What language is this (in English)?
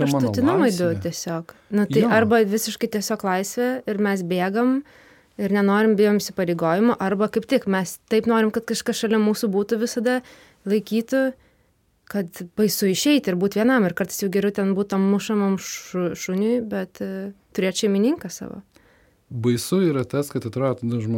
Lithuanian